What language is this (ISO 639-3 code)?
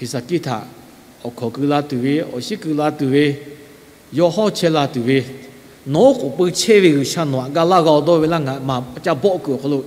lhu